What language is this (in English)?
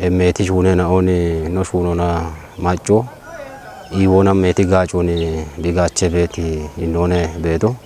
Kafa